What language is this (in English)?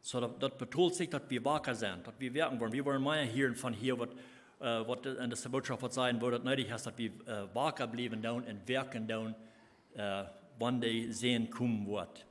Plautdietsch